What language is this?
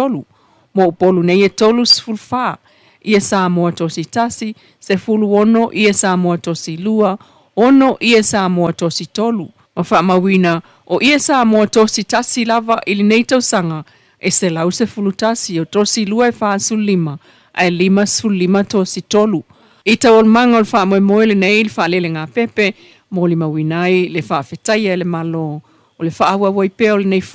Samoan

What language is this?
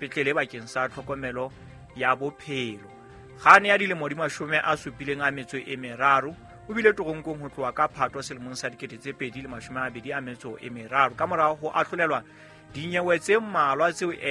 Southern Sotho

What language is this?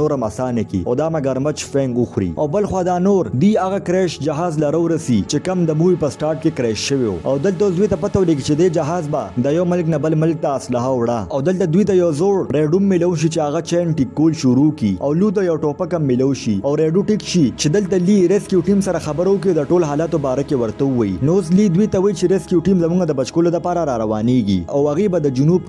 Pashto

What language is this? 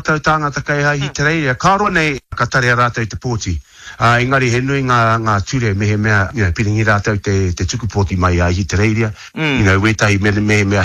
Māori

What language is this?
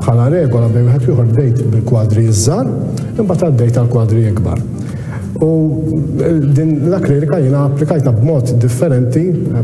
Maltese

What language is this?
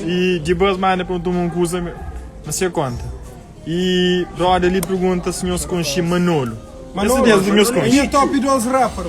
Kabuverdianu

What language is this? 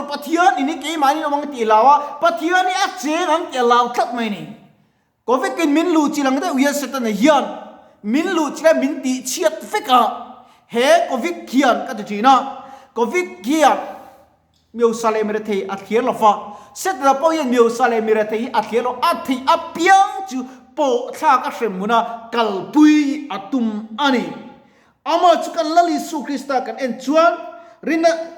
Mizo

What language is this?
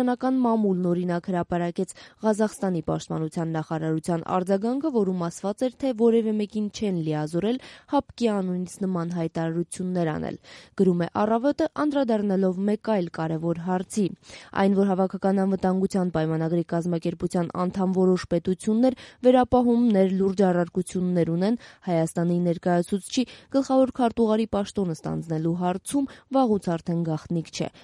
Armenian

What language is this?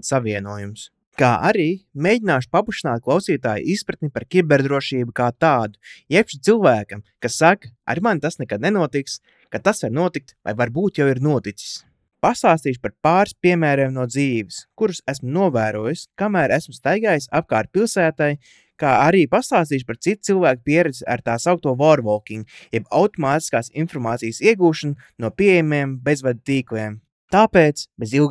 Latvian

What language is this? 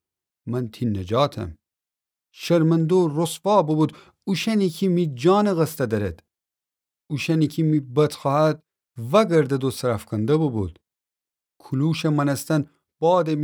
Gilaki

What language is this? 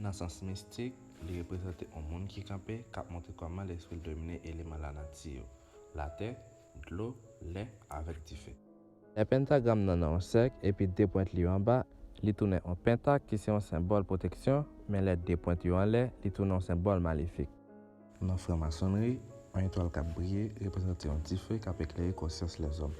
Haitian Creole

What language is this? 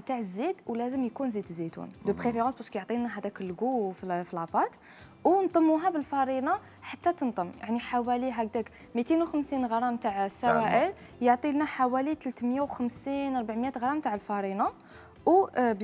Algerian Arabic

